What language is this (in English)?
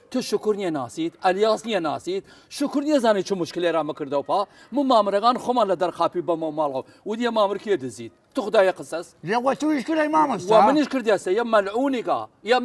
Southern Kurdish